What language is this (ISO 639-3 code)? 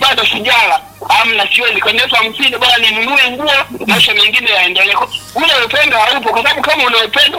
swa